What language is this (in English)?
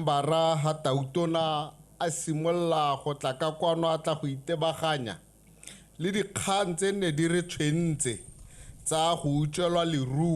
Tswana